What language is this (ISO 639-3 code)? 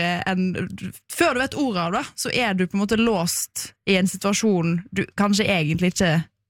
nor